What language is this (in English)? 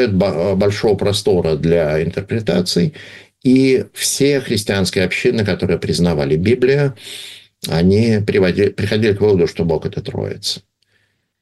Russian